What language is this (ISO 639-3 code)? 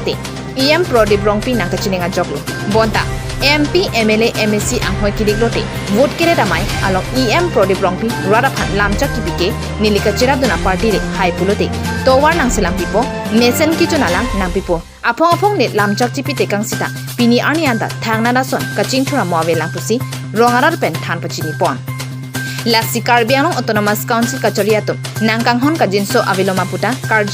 mjw